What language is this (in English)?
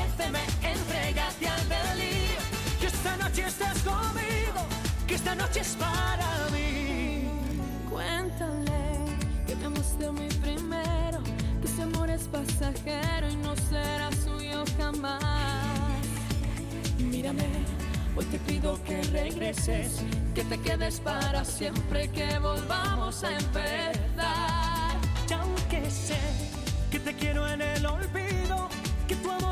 Spanish